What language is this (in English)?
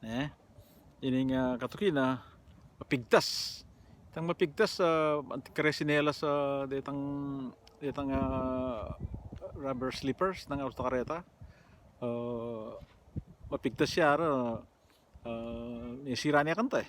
Pampanga